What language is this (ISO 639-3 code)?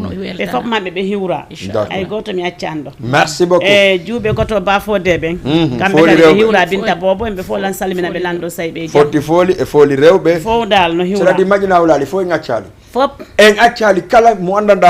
ful